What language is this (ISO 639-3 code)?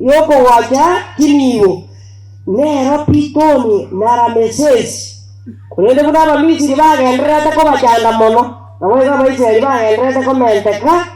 guz